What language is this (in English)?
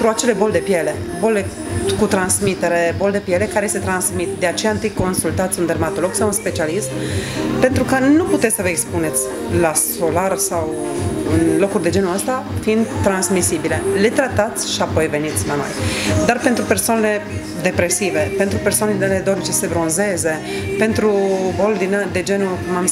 Romanian